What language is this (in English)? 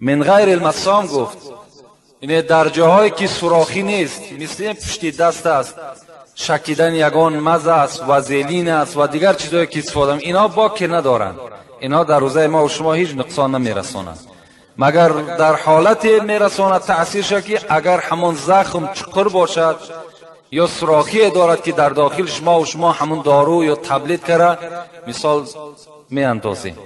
Tajik